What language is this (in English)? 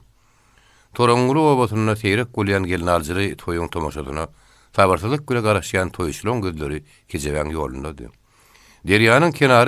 Turkmen